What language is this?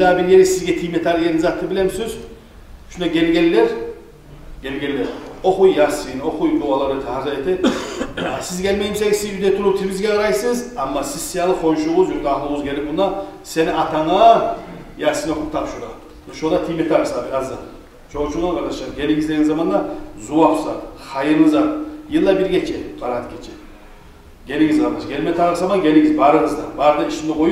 Kumyk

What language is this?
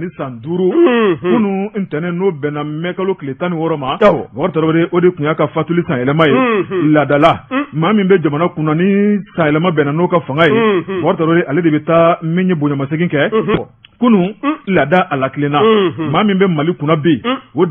Bambara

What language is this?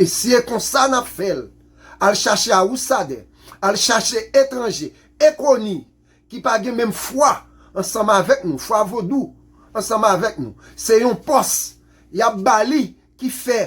Haitian Creole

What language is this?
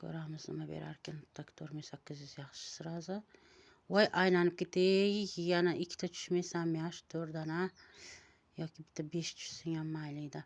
Uzbek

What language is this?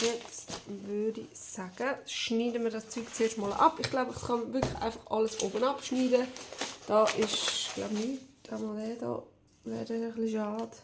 Swiss German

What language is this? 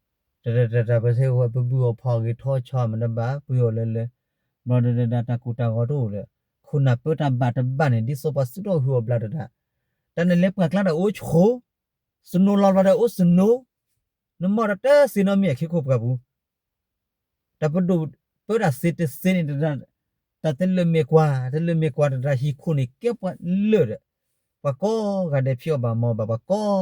S'gaw Karen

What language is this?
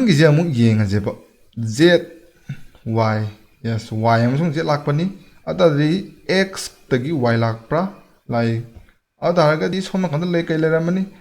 Manipuri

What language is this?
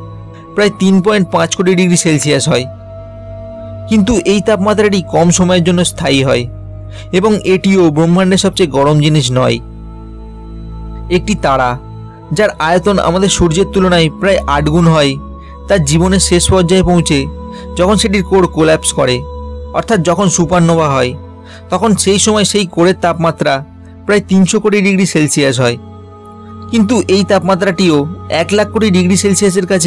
Bangla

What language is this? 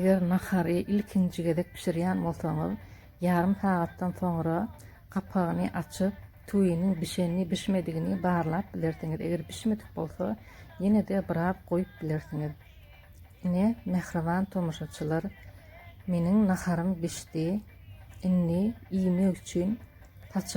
Turkmen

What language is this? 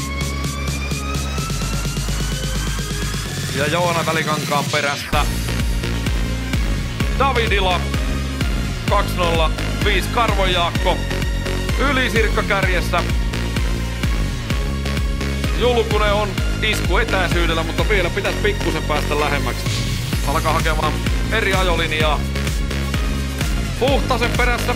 Finnish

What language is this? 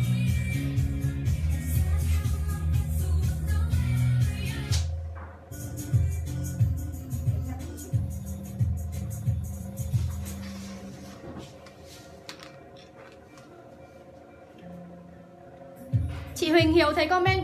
Vietnamese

